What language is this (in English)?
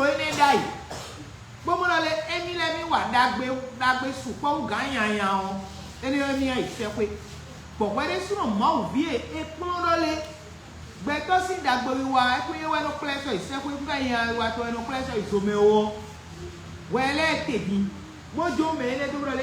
Fon